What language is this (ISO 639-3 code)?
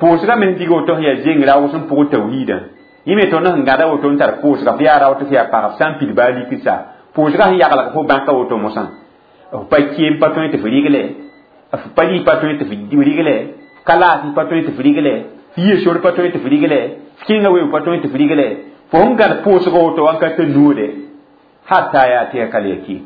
mos